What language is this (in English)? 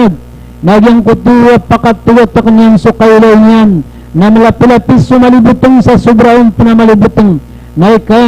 Maranao